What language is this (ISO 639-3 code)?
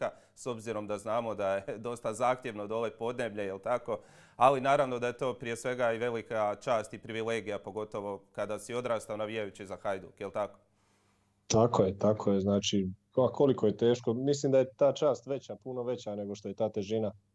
hrv